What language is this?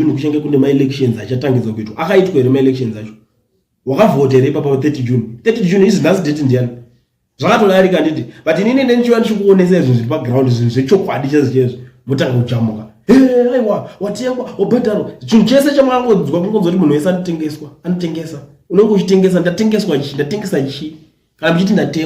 Shona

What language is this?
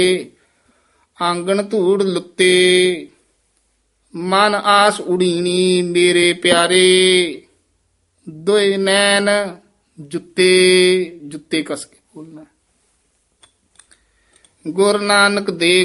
Punjabi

